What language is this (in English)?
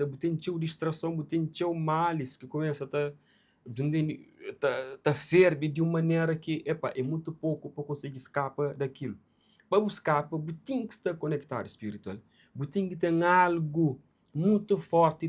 Kabuverdianu